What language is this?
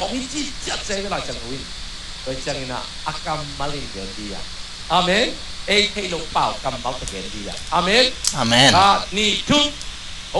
Tedim Chin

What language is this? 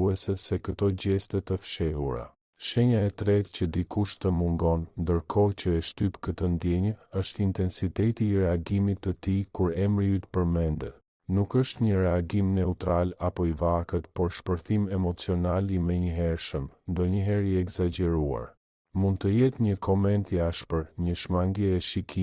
Albanian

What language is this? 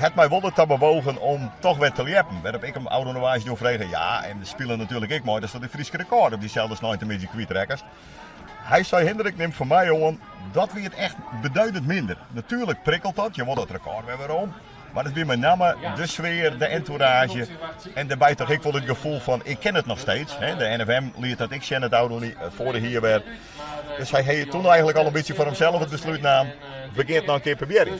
Western Frisian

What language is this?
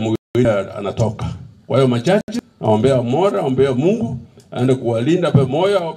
Gusii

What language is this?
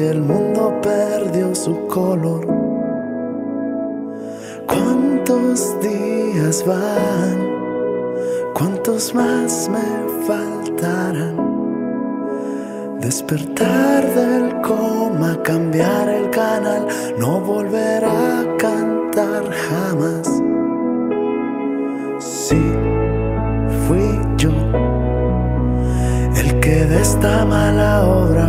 Spanish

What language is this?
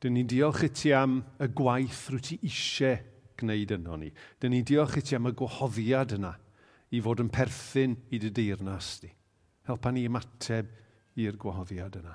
Welsh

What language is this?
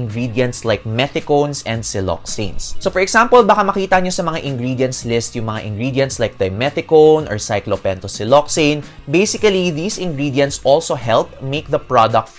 Filipino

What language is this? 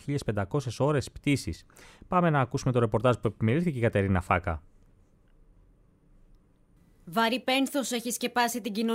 Greek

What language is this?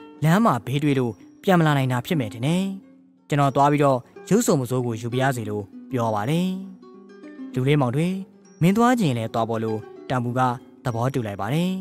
Burmese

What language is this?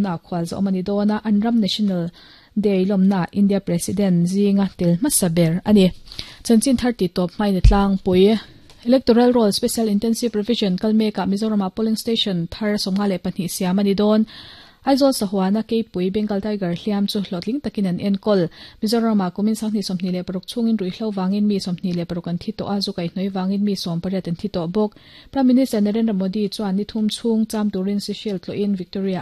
Mizo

